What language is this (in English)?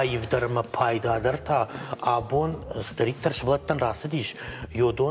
Ossetic